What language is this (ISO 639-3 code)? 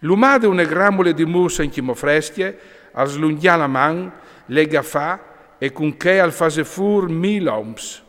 fur